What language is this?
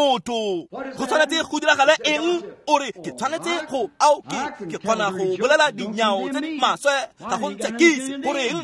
Tswana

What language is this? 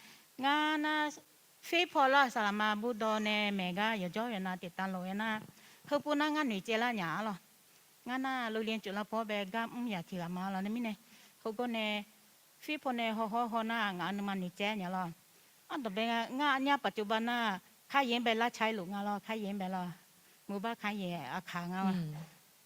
Akha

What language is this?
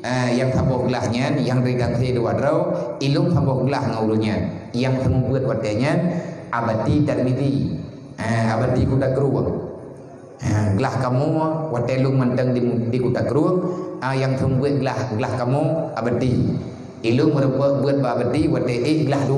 Achinese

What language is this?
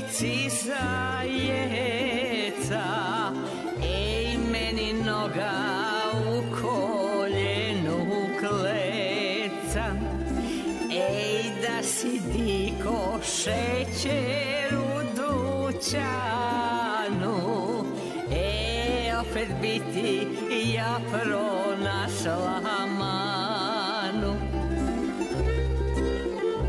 Serbian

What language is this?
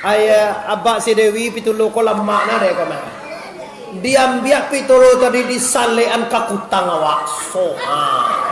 Minangkabau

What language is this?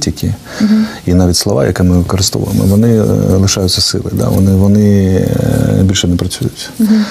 Ukrainian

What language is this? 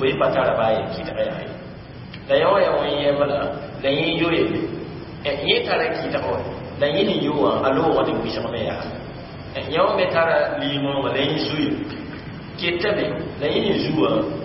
Mossi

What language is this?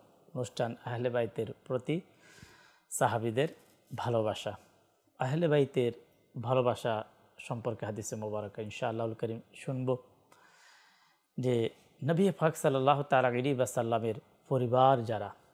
Bangla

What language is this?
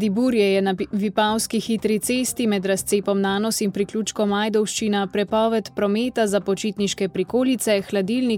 Slovenian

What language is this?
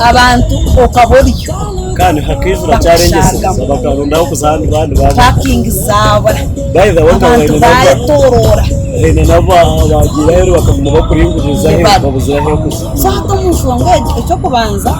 Nyankole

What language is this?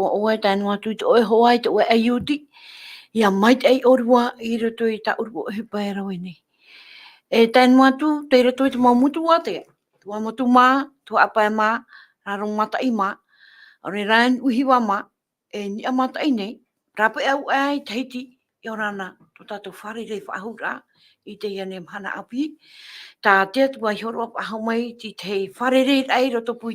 Tahitian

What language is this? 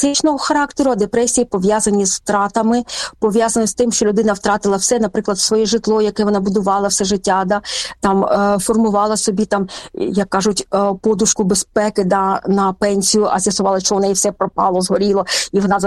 Ukrainian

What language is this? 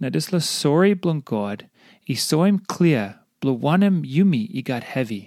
Tok Pisin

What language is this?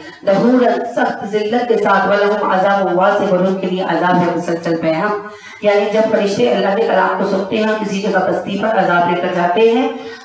Urdu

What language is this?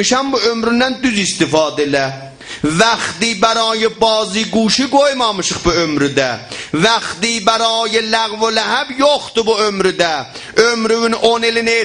South Azerbaijani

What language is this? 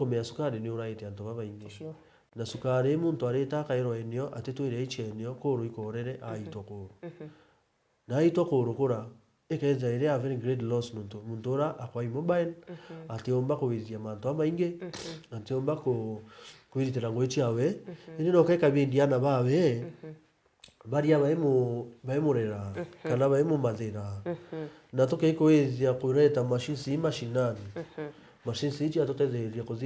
Meru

